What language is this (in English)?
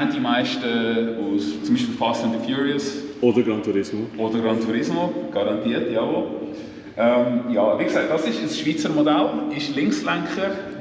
Swiss German